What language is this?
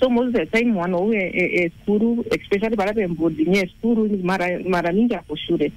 Meru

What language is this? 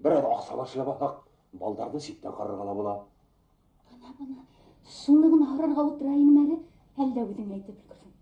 Bashkir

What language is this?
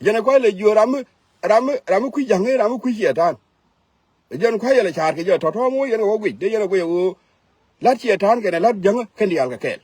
Nuer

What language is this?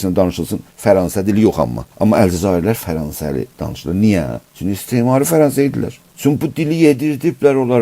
South Azerbaijani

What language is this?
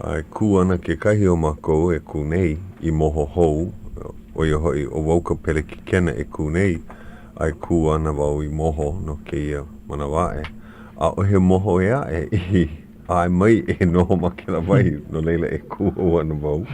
Hawaiian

